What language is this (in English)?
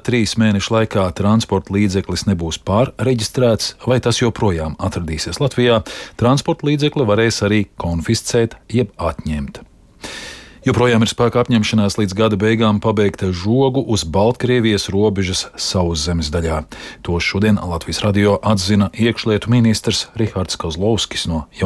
Latvian